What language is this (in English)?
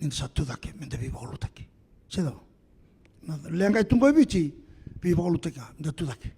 Fijian